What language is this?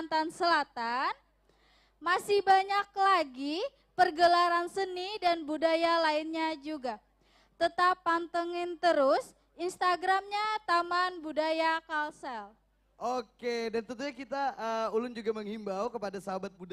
Banjar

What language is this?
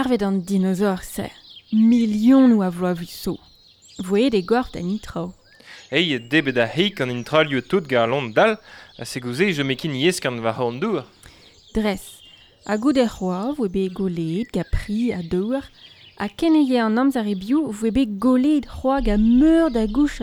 Breton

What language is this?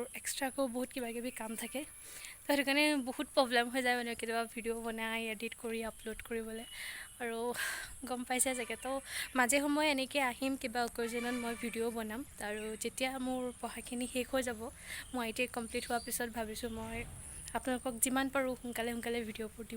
Assamese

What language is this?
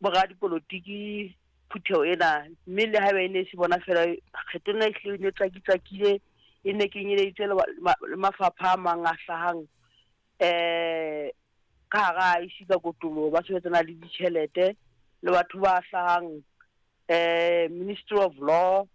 Southern Sotho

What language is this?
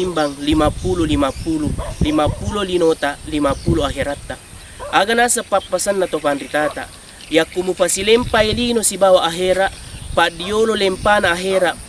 Buginese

